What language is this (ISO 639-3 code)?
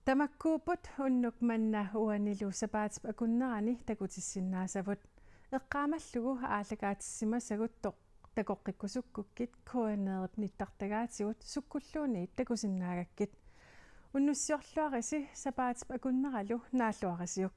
kal